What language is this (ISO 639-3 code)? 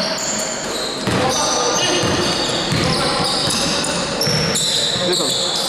ell